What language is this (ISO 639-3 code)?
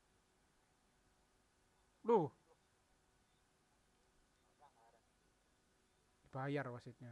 ind